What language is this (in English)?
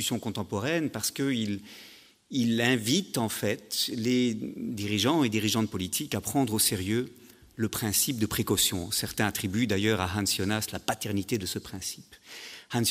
French